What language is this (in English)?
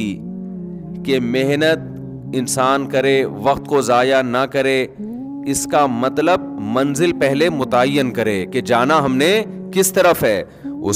Urdu